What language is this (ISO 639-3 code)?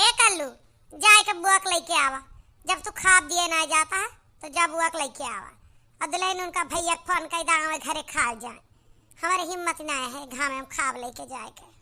awa